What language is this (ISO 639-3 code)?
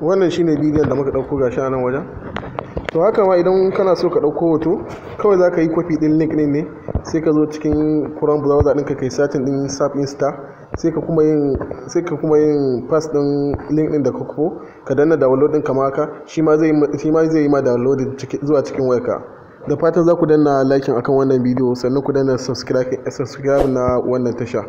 hau